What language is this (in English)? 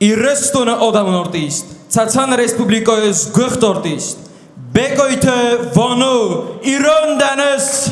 Ossetic